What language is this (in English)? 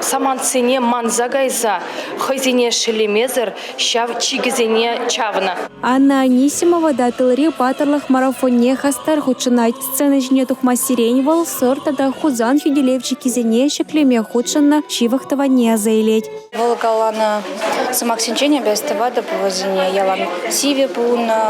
Chuvash